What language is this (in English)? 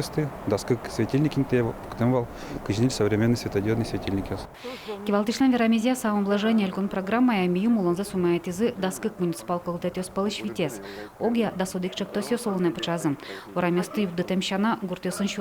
Udmurt